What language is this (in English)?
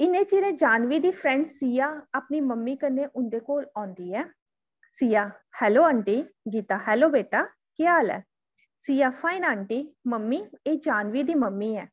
Dogri